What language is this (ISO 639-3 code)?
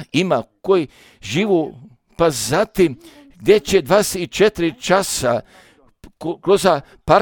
srp